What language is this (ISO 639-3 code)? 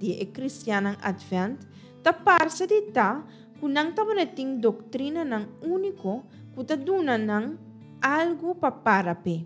pap